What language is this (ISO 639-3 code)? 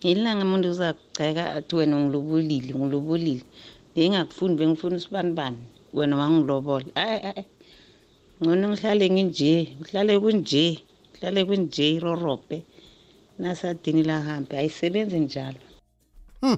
nbl